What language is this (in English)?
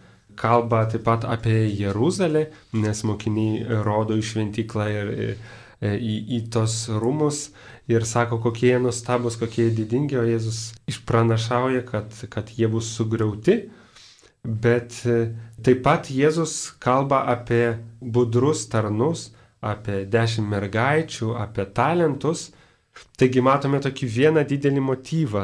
Lithuanian